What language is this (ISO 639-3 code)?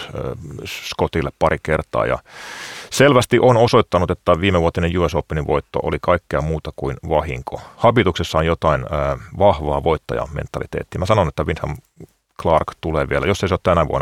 fin